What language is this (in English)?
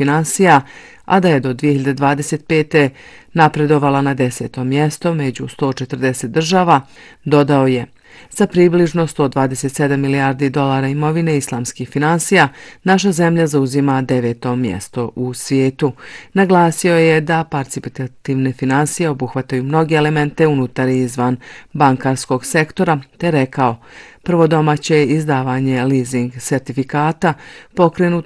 Bosnian